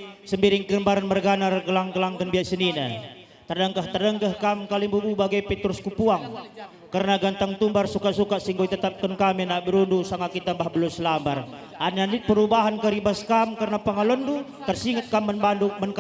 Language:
Batak Karo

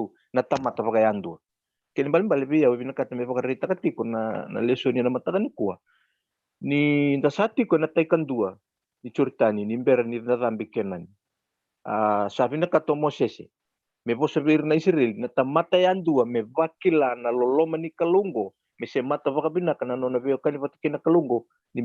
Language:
Fijian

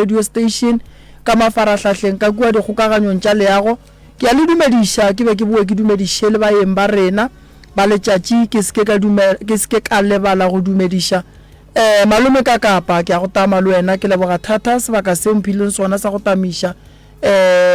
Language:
Northern Sotho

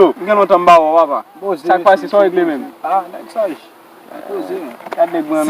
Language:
Haitian Creole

